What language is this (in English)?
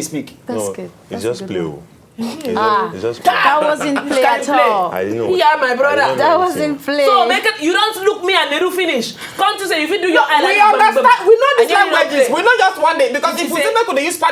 Nigerian Pidgin